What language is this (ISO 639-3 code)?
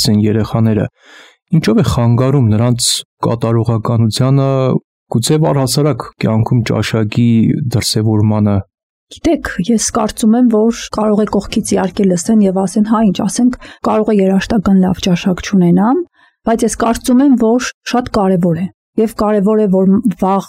hye